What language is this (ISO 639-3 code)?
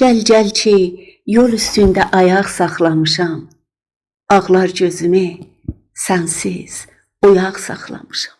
azb